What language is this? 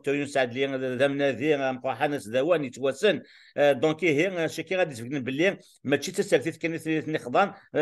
Kabyle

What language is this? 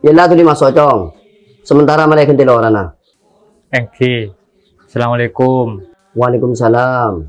Madurese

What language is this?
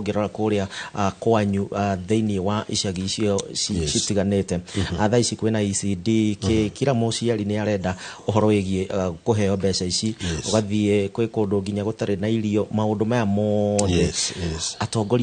Kikuyu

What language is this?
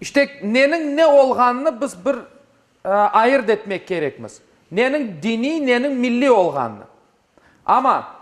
Crimean Tatar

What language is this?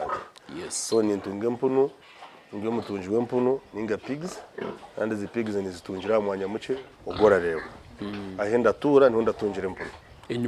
Nyankole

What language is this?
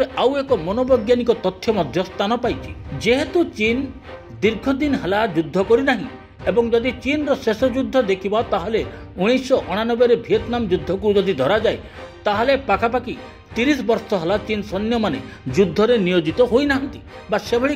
Odia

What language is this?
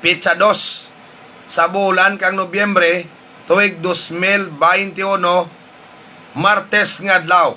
Hiligaynon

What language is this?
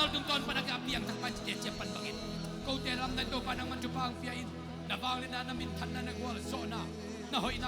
Tedim Chin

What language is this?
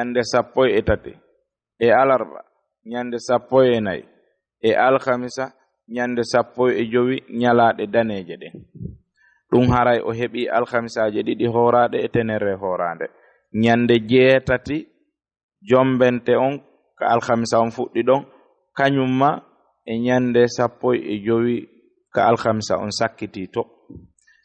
Fula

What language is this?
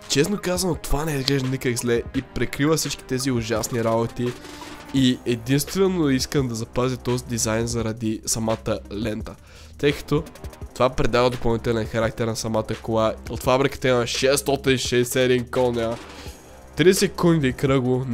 Bulgarian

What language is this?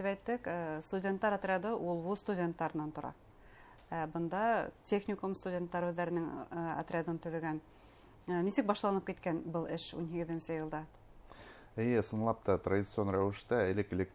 Bashkir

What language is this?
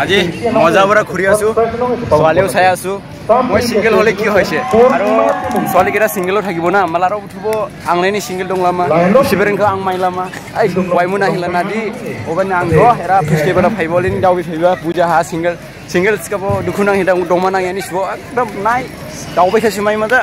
Dimasa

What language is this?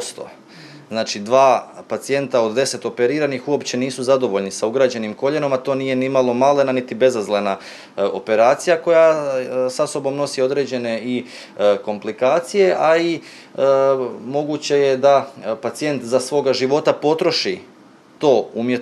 Croatian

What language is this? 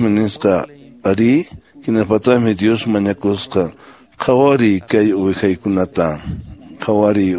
Quechua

